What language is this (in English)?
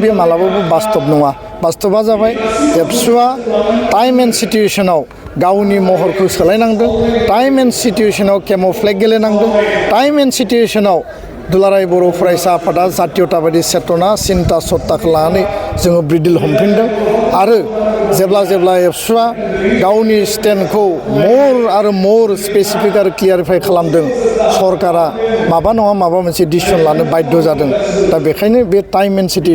Bodo